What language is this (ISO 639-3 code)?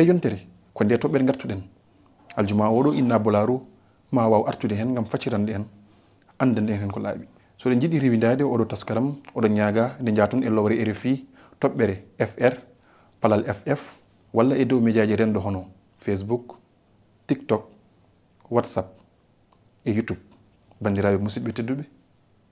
ful